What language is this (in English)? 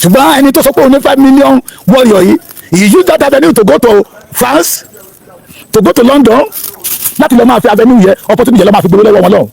Yoruba